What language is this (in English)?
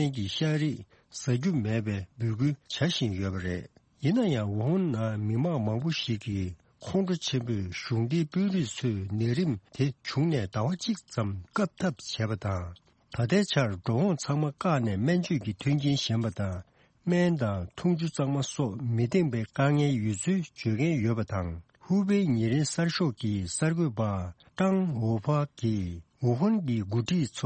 Tibetan